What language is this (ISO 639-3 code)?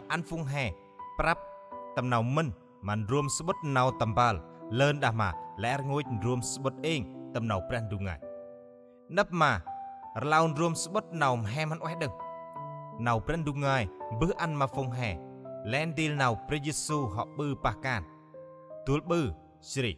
cmo